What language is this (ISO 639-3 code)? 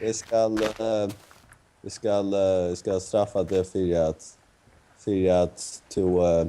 fao